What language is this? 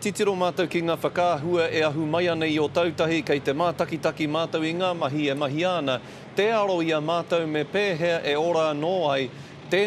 Māori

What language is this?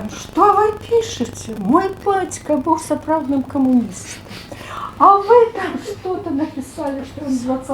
Belarusian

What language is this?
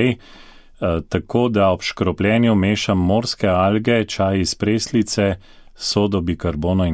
Slovenian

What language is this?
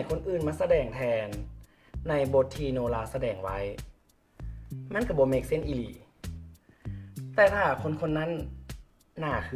Lao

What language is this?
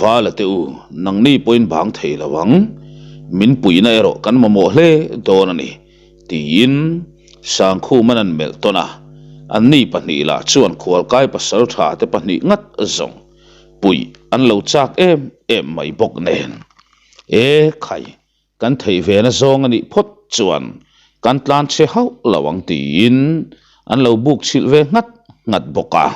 Mizo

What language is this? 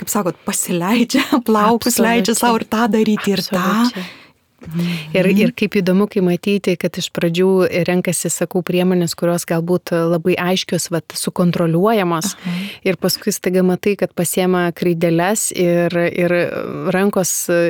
Lithuanian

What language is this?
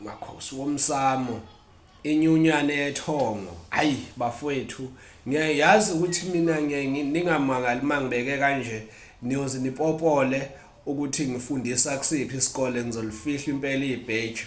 Zulu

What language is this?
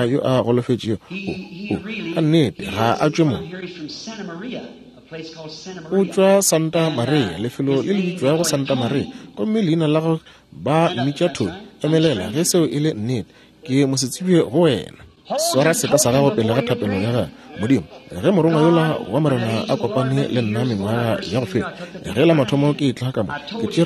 Northern Sotho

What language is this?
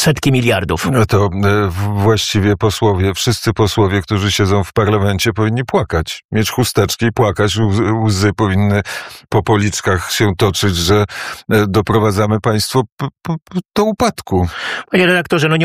Polish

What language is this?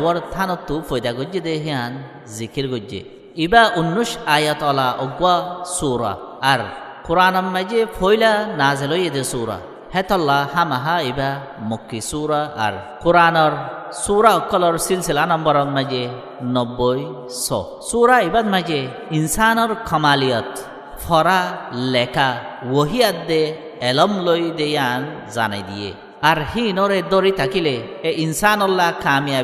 Rohingya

